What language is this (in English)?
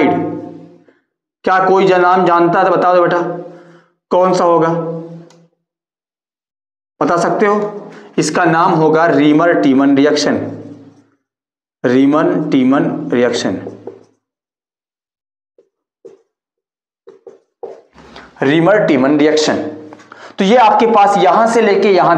Hindi